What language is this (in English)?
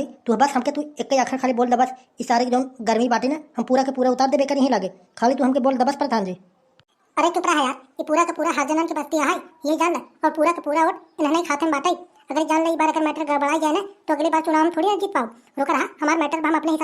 Awadhi